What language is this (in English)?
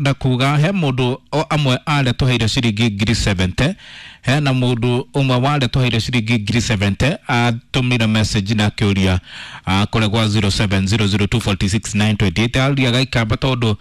Kikuyu